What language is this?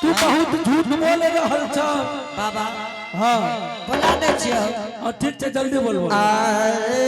Angika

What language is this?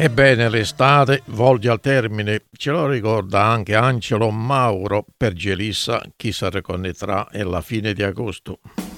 Italian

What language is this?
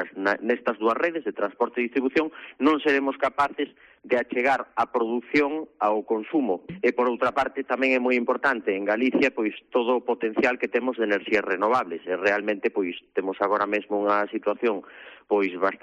Galician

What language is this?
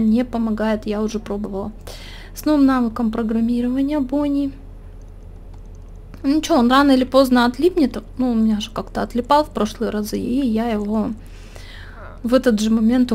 Russian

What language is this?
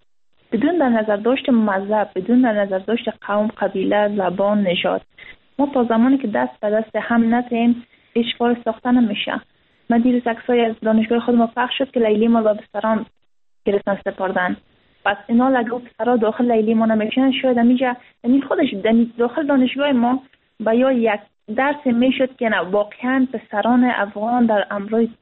Persian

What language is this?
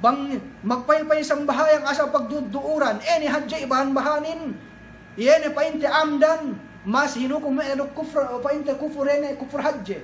Yakan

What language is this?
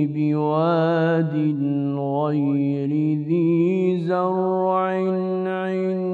Bosnian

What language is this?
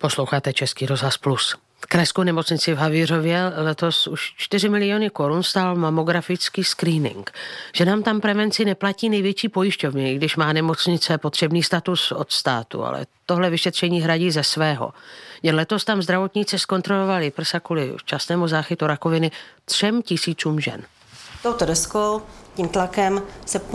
Czech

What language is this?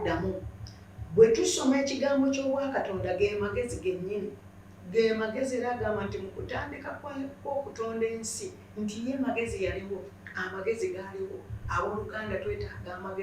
Ganda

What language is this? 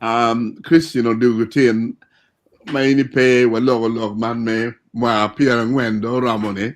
Acoli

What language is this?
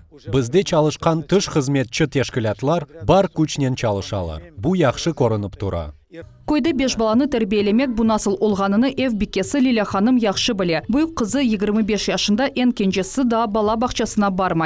Crimean Tatar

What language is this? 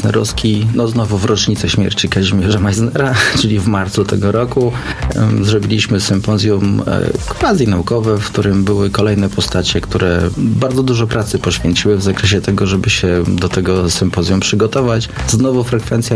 Polish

